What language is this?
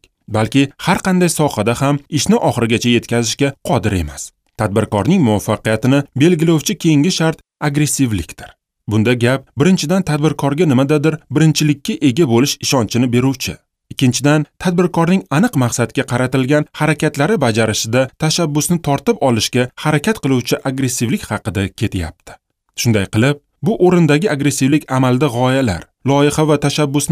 Uzbek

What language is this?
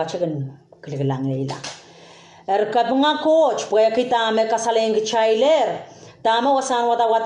Pohnpeian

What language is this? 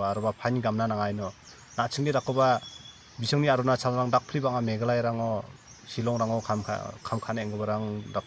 Garo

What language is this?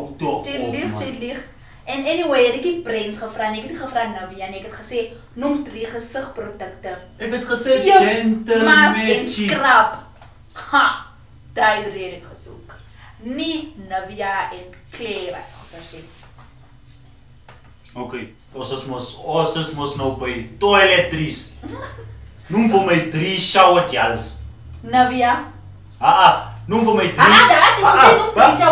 Afrikaans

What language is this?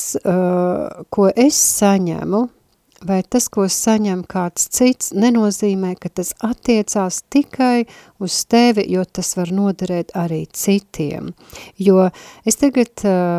Latvian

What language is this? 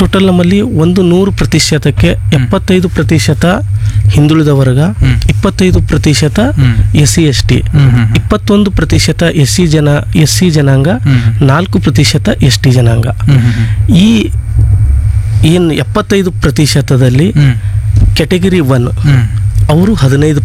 Kannada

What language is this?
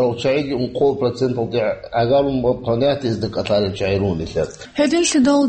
Avaric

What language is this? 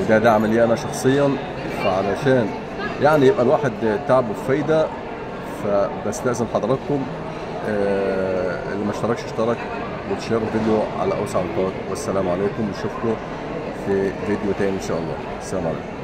Egyptian Arabic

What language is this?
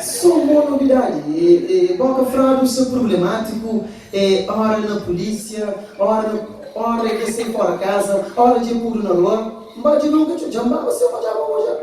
Kabuverdianu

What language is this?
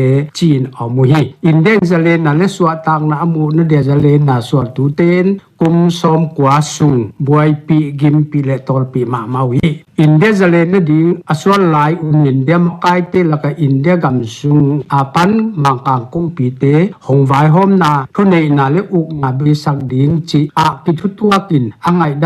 Paite Chin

